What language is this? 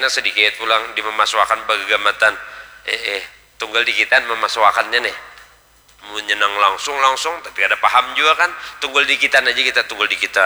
Banjar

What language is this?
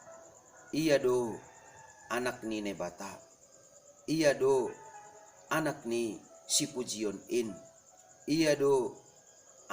Batak Simalungun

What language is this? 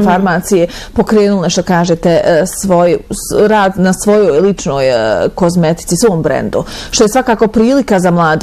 Bosnian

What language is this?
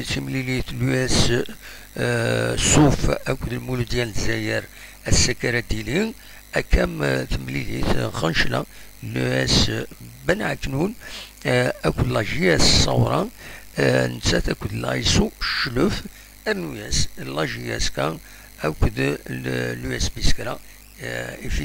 Kabyle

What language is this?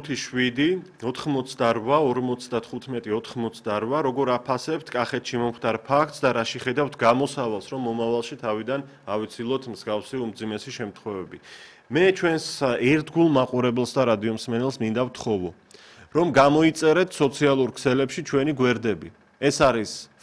Georgian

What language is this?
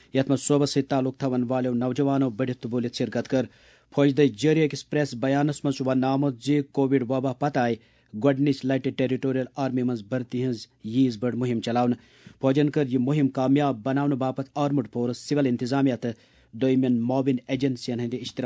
Kashmiri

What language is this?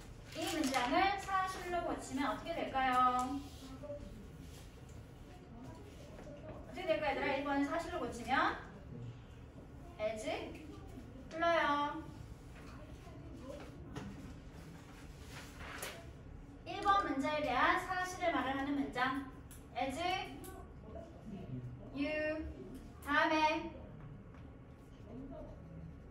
Korean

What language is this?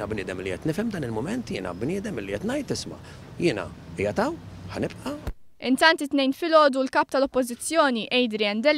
Maltese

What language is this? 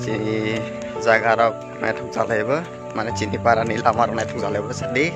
Kok Borok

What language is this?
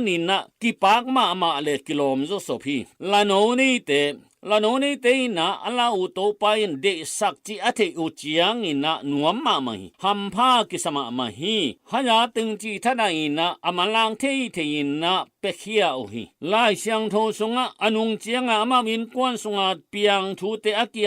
Tedim Chin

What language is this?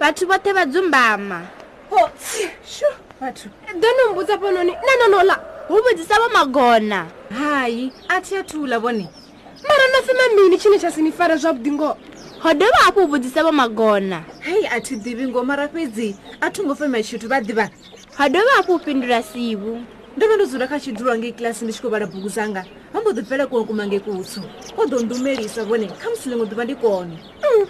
Venda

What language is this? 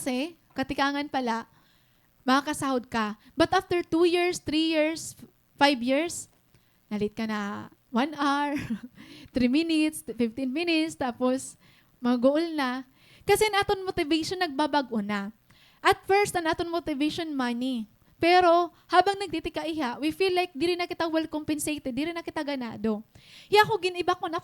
Waray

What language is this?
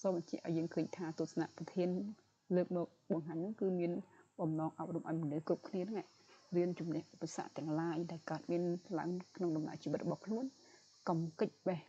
Khmer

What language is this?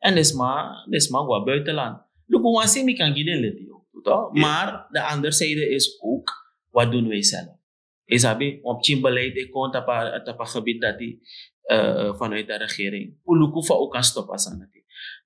Sranan Tongo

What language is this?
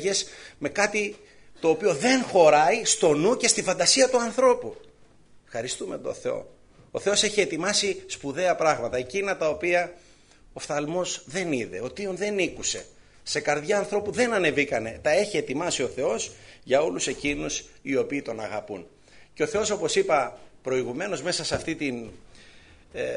Greek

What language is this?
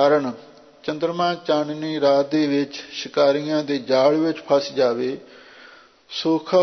Punjabi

